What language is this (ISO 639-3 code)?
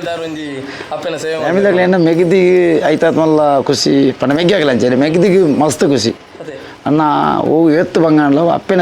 tcy